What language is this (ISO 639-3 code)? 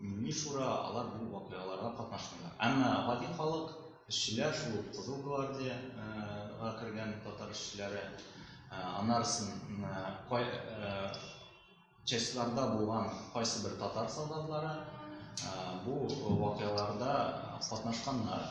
tat